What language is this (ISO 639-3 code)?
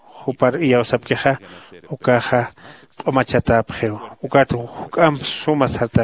aym